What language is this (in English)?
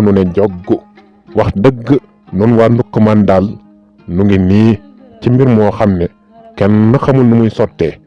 Wolof